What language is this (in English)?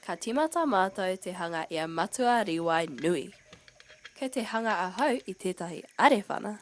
Māori